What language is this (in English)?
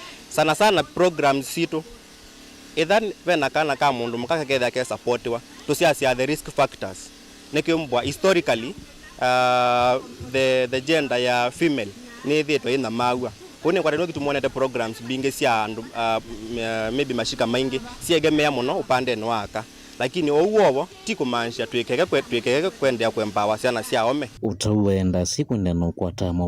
Kamba